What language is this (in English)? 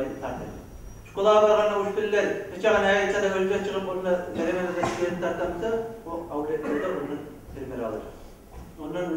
Kumyk